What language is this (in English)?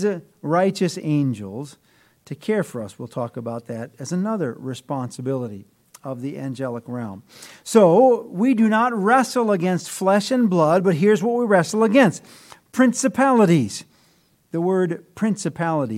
English